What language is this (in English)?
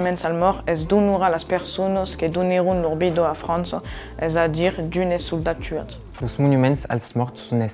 Occitan